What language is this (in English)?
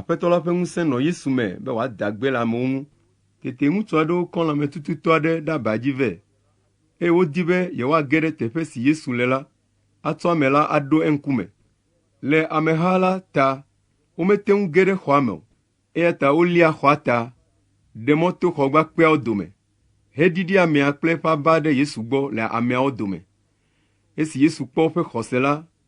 Ewe